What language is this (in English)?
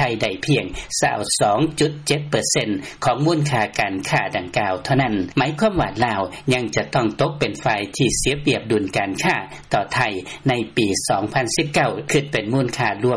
Lao